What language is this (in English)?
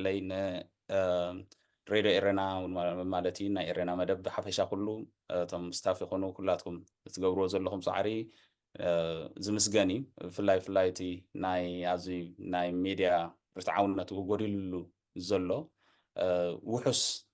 Tigrinya